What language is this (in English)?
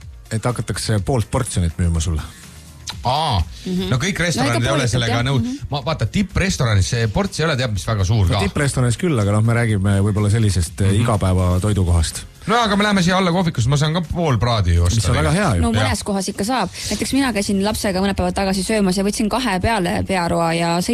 Estonian